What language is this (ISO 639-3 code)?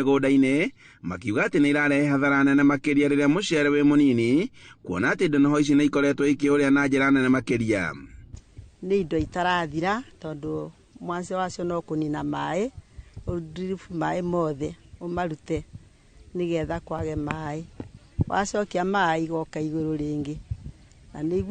kik